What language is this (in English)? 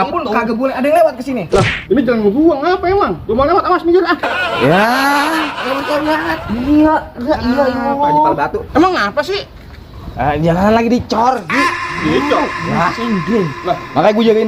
Betawi